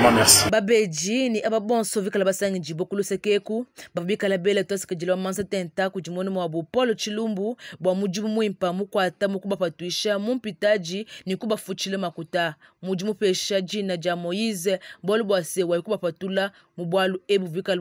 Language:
Luba-Lulua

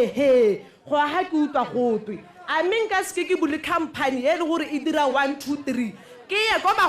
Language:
Tswana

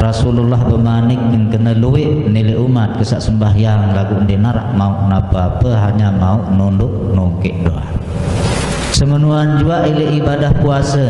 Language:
Sasak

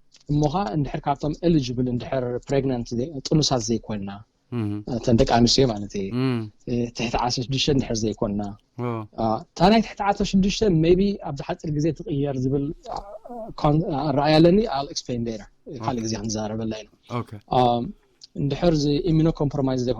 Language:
Tigrinya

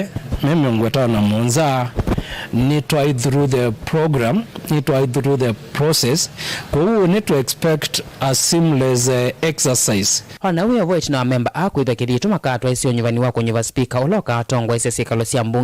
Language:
Kamba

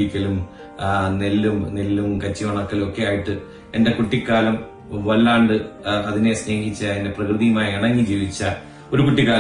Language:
Malayalam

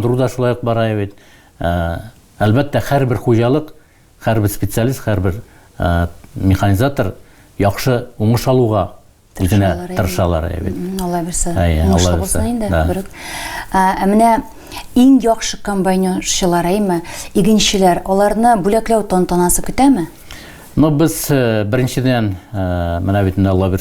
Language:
Tatar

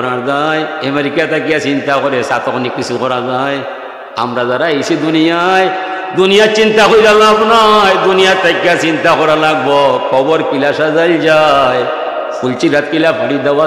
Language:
Sylheti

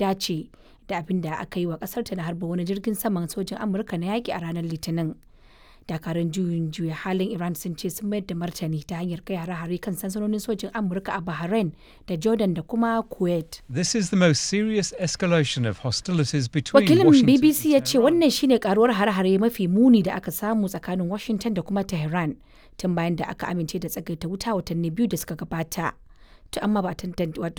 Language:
Hausa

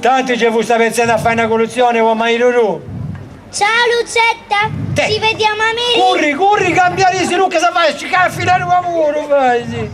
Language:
Sardinian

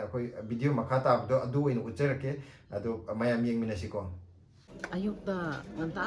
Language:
Manipuri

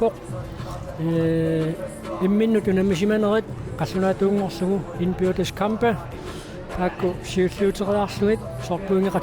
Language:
Kalaallisut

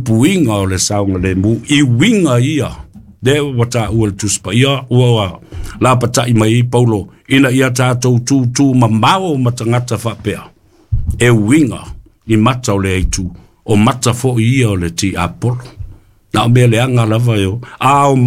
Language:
Samoan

